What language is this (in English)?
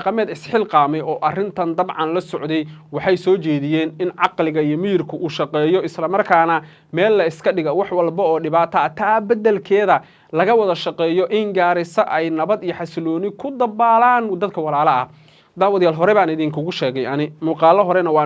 Somali